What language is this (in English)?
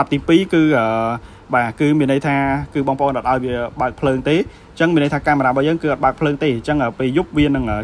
Khmer